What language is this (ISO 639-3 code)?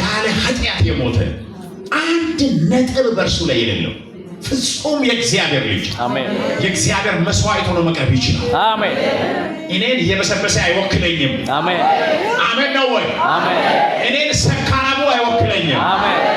amh